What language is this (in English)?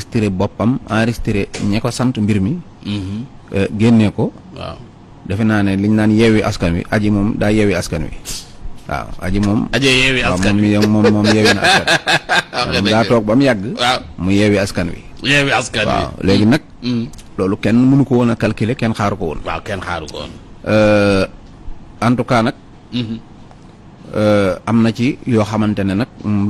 Wolof